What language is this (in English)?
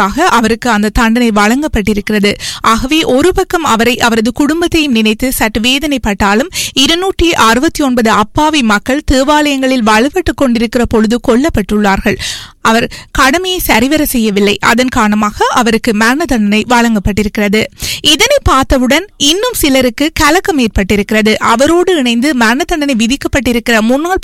Tamil